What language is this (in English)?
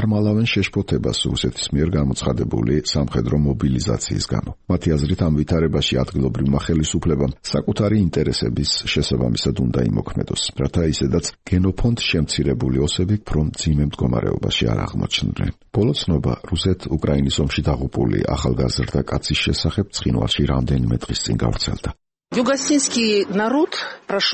Georgian